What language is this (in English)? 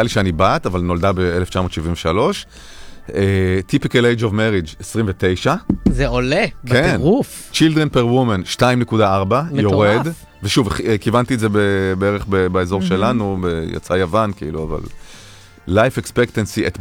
Hebrew